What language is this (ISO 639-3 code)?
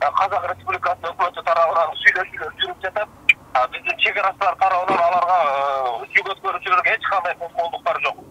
kir